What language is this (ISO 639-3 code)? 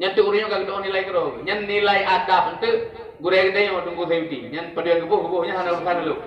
ace